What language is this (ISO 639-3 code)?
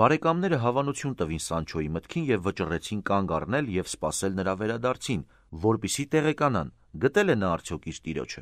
hye